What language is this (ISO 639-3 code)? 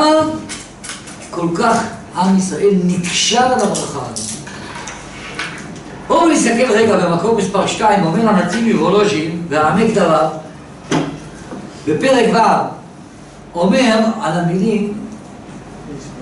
heb